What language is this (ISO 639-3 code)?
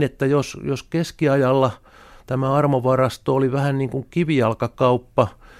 fin